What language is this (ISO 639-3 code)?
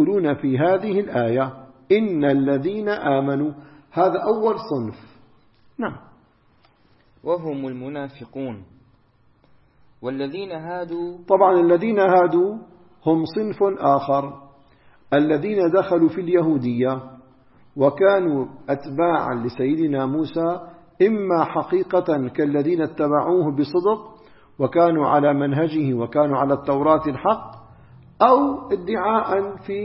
ara